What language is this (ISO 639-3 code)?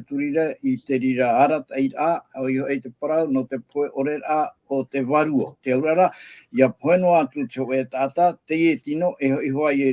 tah